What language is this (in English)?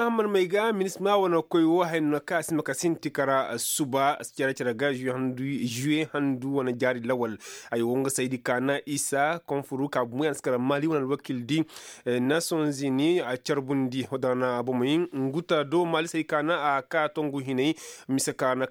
Koyraboro Senni